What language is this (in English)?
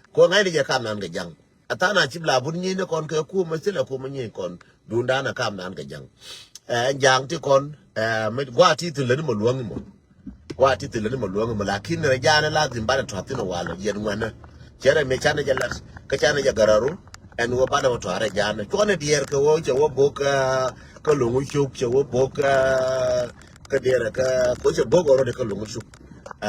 Nuer